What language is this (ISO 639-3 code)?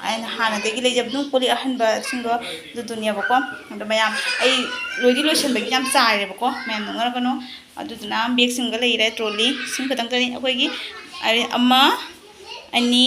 mni